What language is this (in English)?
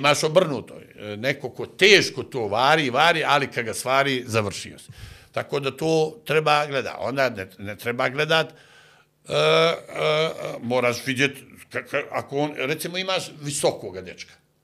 Bosnian